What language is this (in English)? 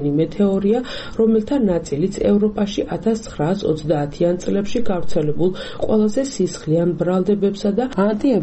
Georgian